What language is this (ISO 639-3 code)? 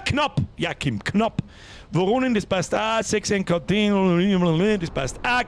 bar